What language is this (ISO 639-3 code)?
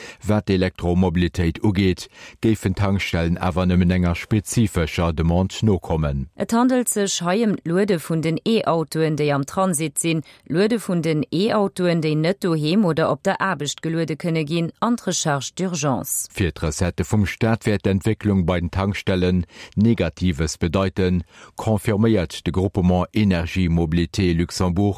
ltz